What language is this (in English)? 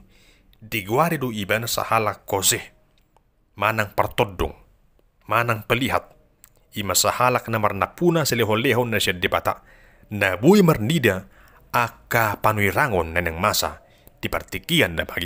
Batak Toba